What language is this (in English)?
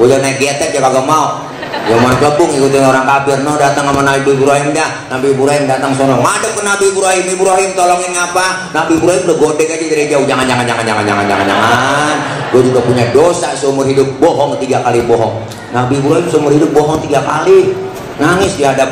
Betawi